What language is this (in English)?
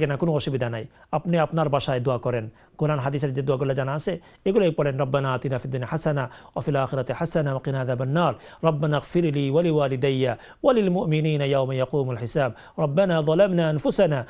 Bangla